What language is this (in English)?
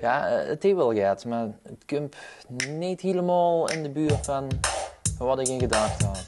Limburgish